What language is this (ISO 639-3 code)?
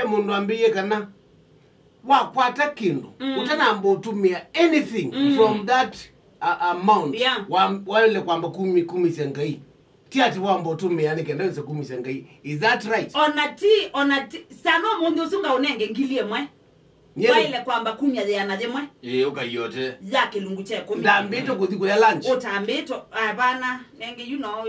kam